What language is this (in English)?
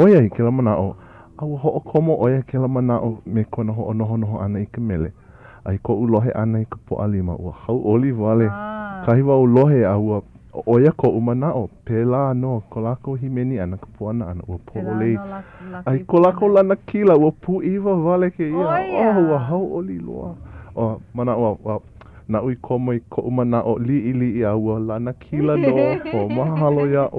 Hawaiian